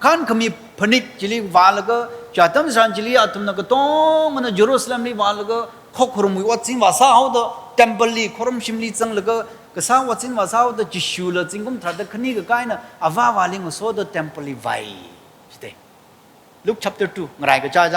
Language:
Tangkhul Naga (India)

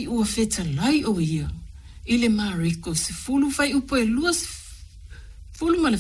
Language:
Samoan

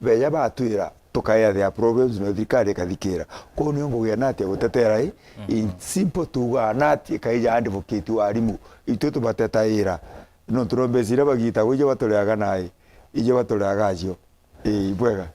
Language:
Meru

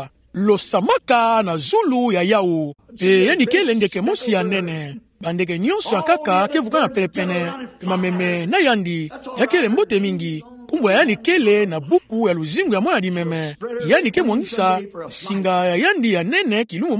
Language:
Kituba (Democratic Republic of Congo)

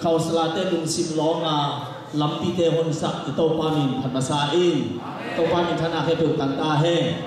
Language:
Tedim Chin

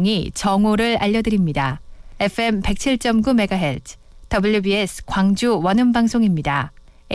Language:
Korean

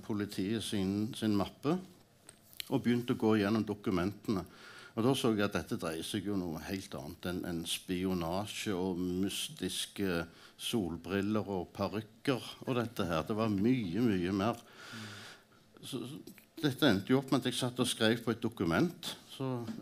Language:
Norwegian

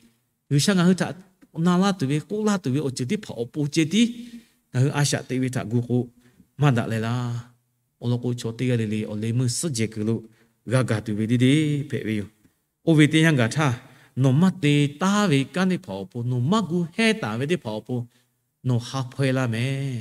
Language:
Lahu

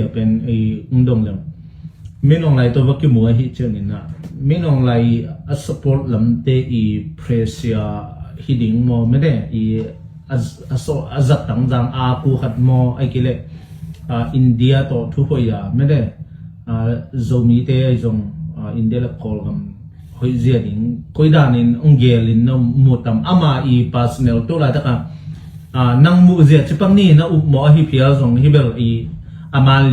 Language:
Tedim Chin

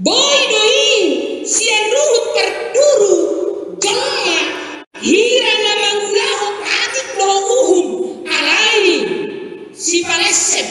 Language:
Batak Toba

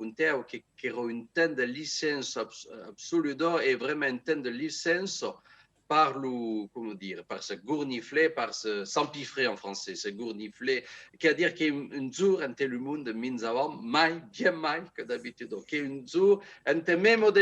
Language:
Occitan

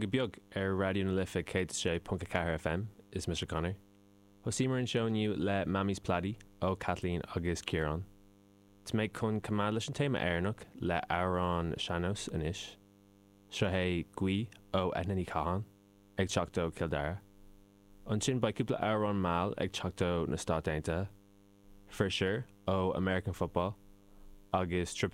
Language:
Irish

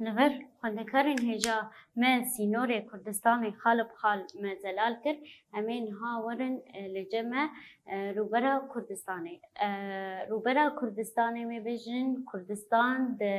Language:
Kurdish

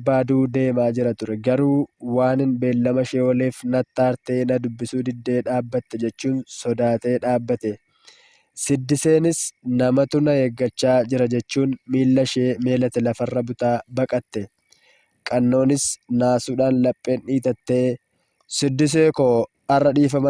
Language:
Oromo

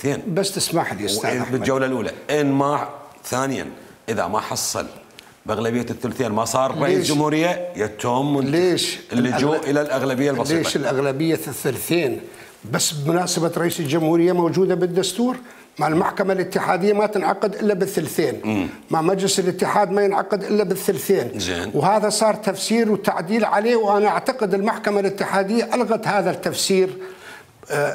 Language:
Mesopotamian Arabic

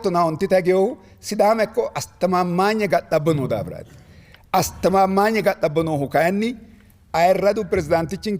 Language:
Sidamo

